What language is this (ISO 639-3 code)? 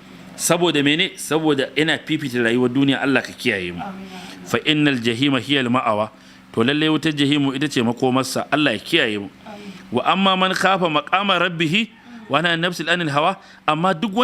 hau